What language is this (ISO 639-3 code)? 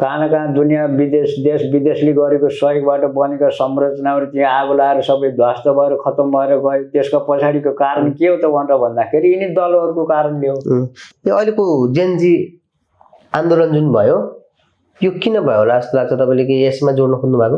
nep